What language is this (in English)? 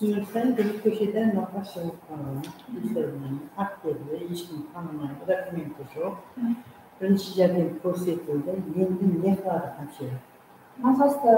Kara-Kalpak